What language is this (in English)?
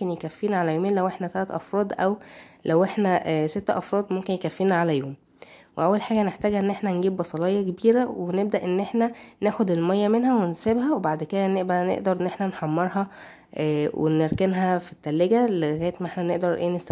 Egyptian Arabic